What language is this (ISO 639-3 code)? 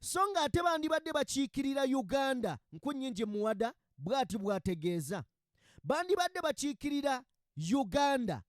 lug